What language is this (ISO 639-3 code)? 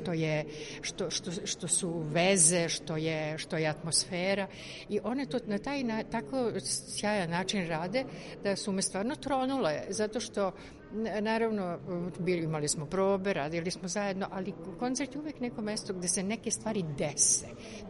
srp